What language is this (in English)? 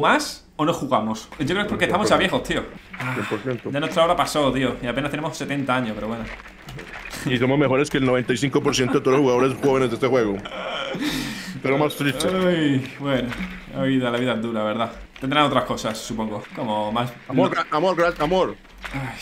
Spanish